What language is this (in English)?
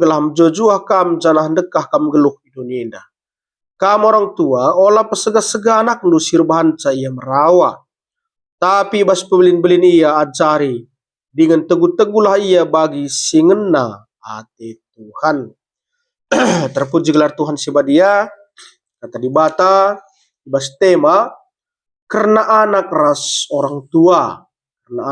Batak Karo